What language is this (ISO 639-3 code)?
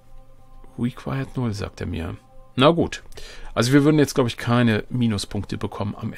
deu